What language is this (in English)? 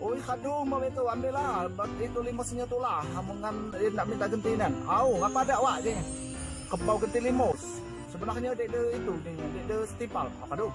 Musi